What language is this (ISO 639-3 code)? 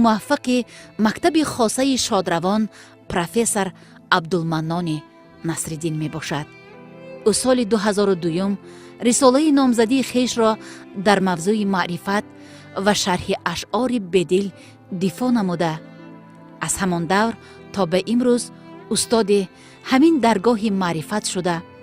tgk